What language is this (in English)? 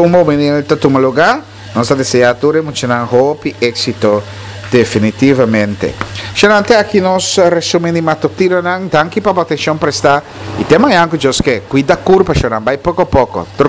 Papiamento